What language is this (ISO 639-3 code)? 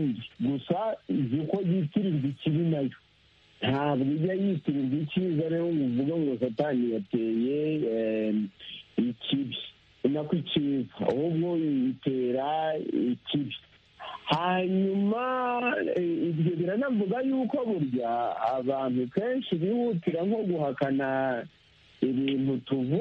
kin